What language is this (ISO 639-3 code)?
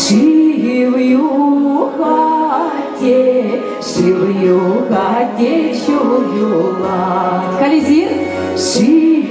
chv